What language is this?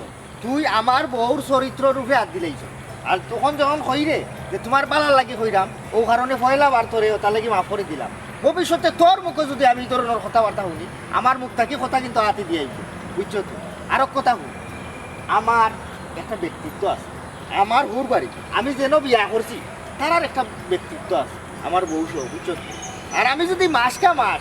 Sylheti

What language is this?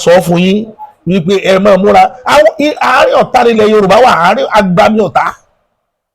Yoruba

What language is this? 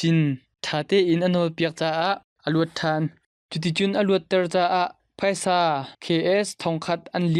Hakha Chin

